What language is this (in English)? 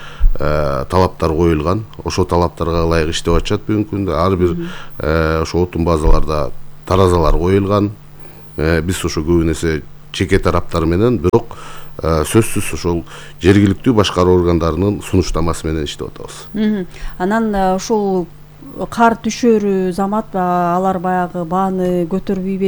Kyrgyz